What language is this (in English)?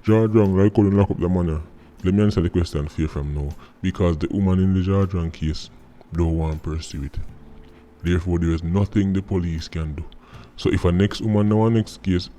Jamaican Creole English